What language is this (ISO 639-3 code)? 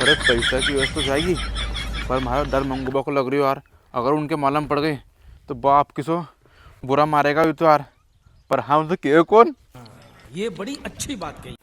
raj